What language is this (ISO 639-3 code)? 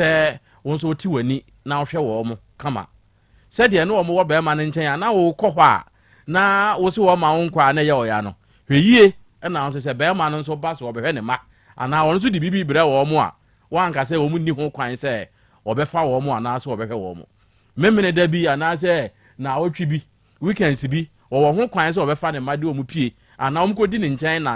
aka